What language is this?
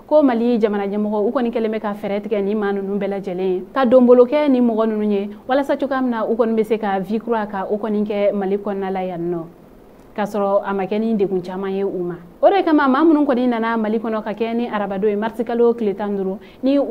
Bambara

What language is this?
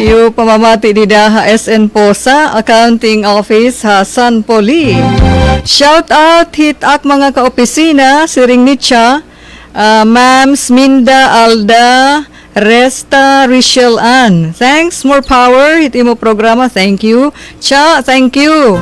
Waray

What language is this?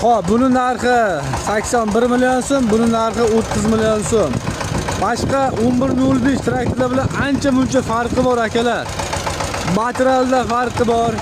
Uzbek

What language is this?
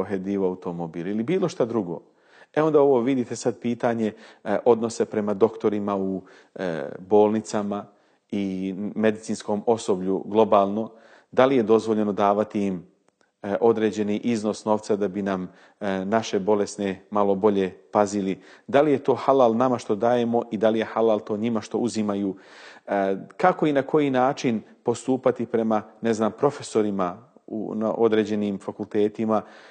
Bosnian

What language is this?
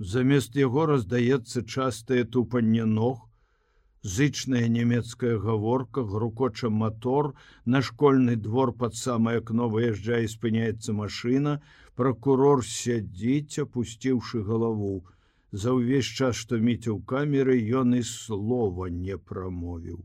Belarusian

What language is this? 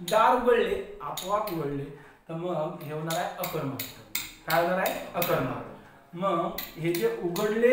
Marathi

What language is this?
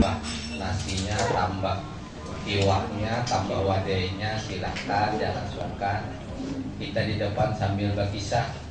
Banjar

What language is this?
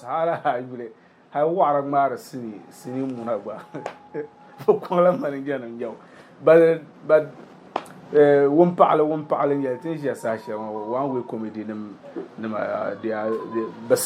Dagbani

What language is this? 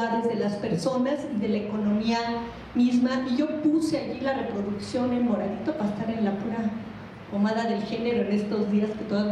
Spanish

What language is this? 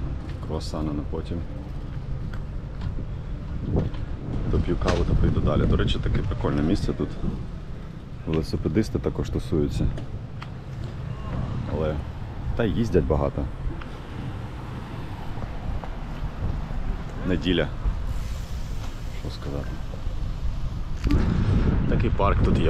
Ukrainian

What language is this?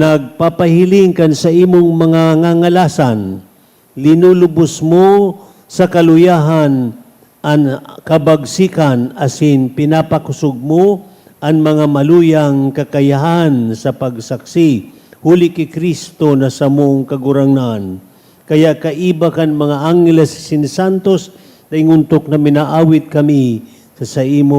Bikol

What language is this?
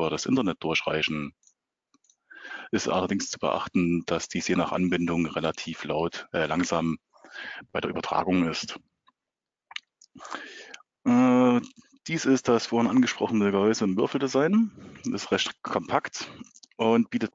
German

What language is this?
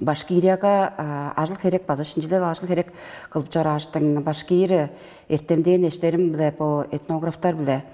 Tuvinian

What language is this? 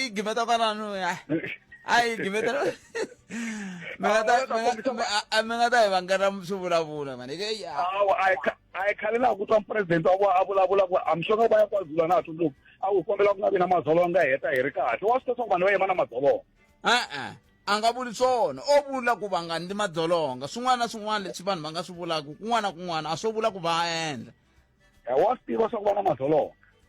Tsonga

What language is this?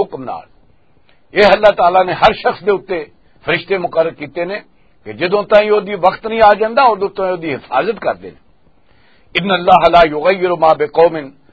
Western Panjabi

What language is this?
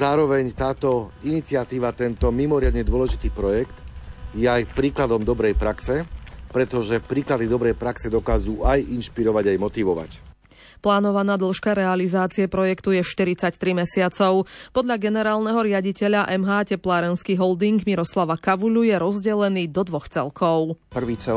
Slovak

